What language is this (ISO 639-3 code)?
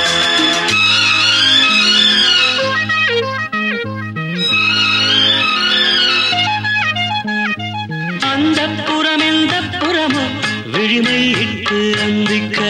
tam